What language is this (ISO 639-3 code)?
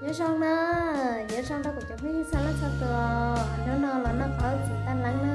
hmn